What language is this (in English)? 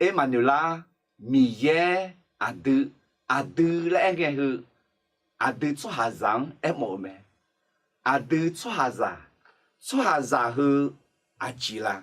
Akha